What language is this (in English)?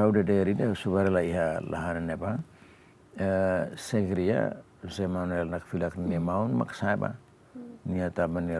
Tetum